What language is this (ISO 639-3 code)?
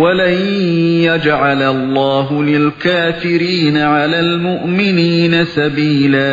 uig